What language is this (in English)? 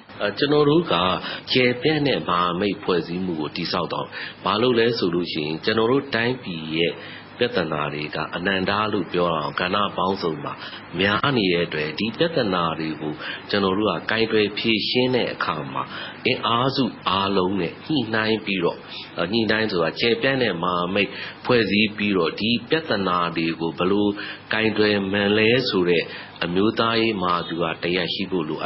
Burmese